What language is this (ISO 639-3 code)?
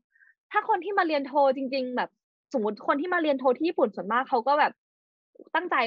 tha